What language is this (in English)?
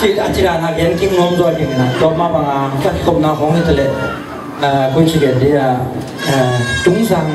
Tedim Chin